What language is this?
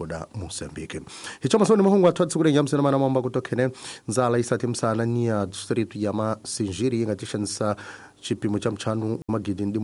Tsonga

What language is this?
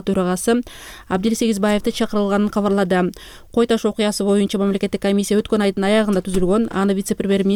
Kyrgyz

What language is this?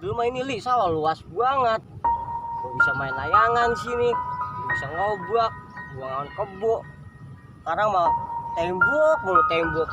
Betawi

